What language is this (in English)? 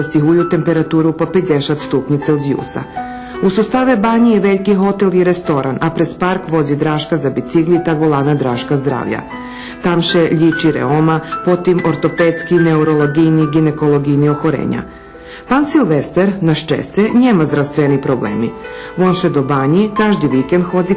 Rusyn